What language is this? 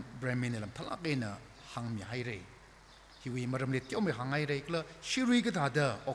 Tangkhul Naga (India)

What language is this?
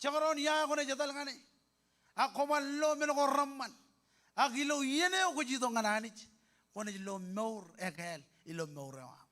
Marshallese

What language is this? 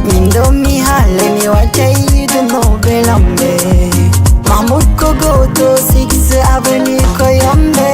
Fula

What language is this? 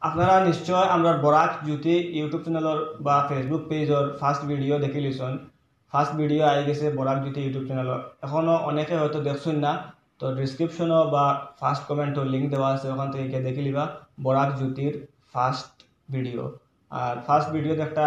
Sylheti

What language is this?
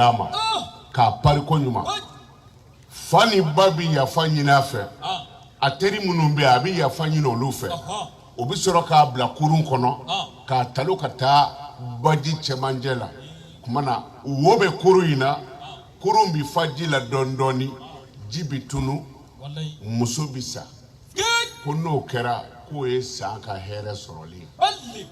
Bambara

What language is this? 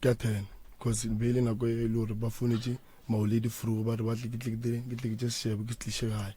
Northern Sotho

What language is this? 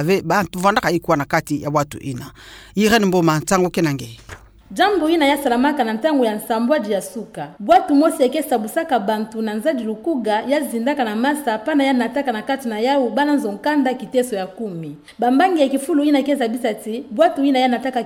Kituba (Democratic Republic of Congo)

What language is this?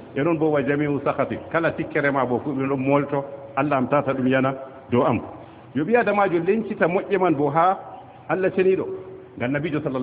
Fula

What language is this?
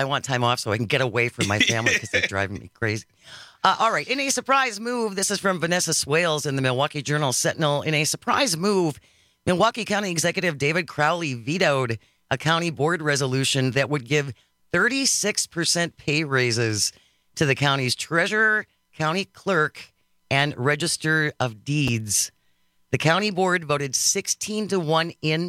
English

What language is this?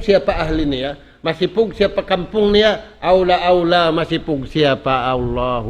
Tausug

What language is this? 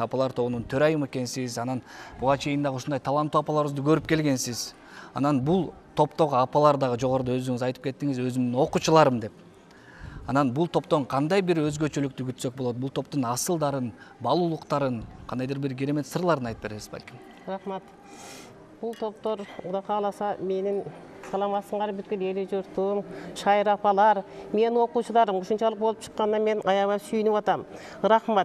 Kyrgyz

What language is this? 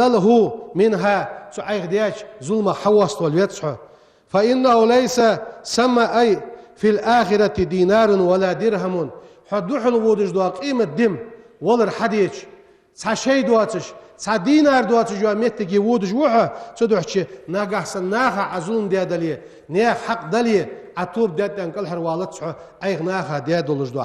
Ingush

